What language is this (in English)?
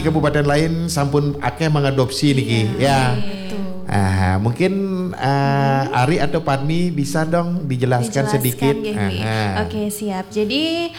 Balinese